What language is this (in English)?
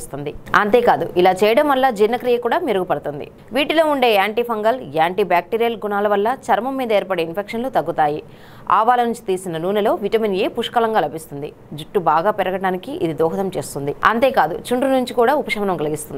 Telugu